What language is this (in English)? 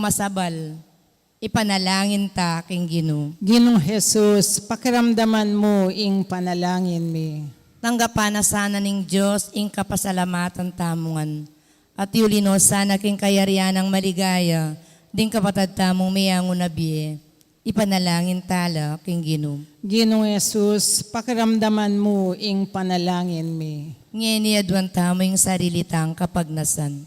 Pampanga